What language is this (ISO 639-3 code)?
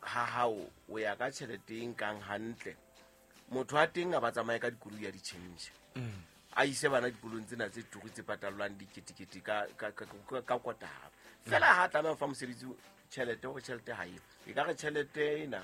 sot